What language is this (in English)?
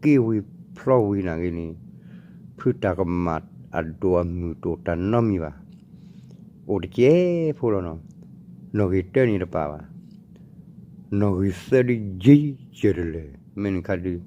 S'gaw Karen